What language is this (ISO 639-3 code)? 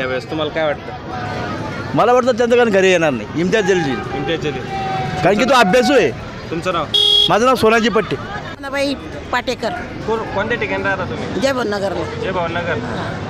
mar